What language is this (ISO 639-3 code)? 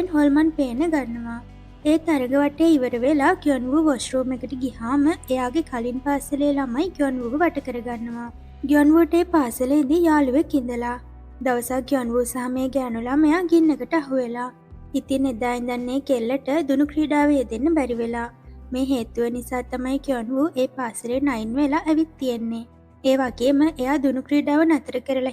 sin